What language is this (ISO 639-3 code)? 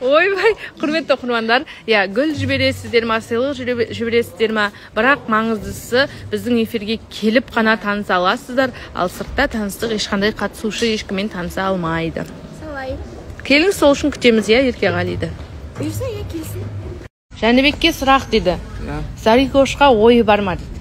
kaz